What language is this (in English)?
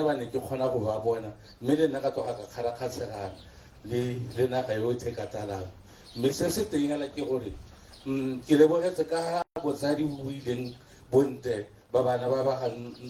Tswana